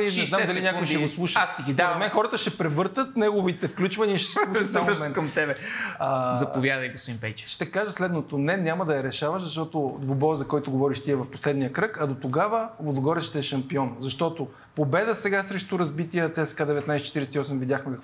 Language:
Bulgarian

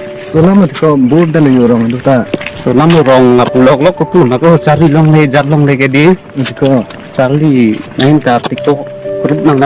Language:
Karbi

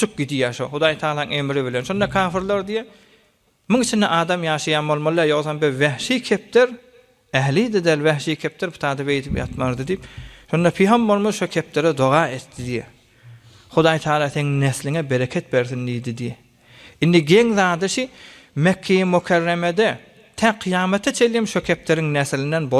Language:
Turkmen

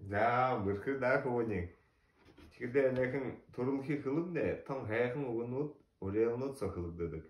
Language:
Buriat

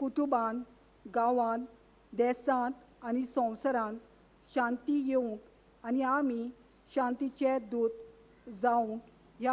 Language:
Konkani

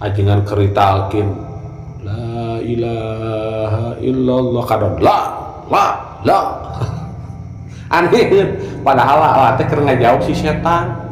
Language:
Sundanese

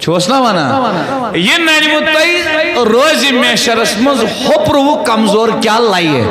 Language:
Kashmiri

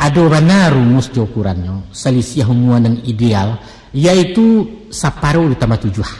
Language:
Minangkabau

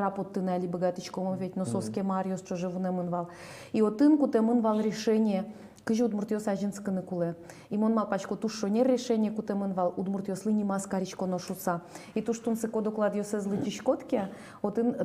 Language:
Udmurt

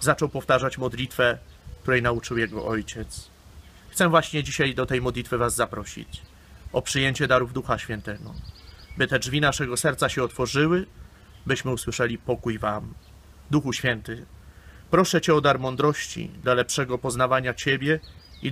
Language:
Polish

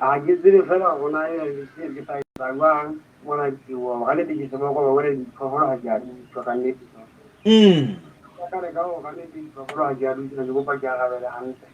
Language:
Southern Sotho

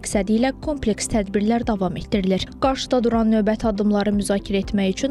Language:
Azerbaijani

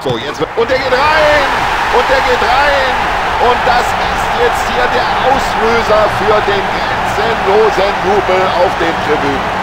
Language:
Bavarian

